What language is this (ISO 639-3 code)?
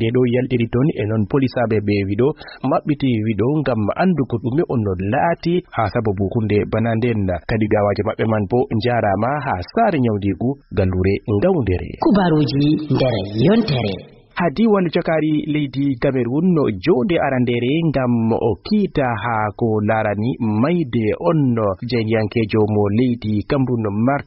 ful